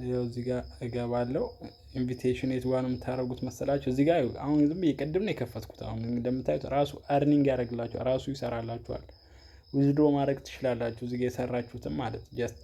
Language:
Amharic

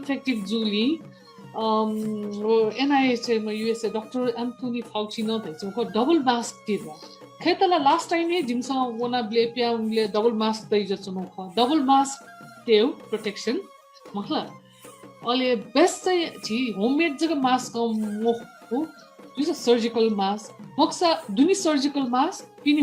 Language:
Newari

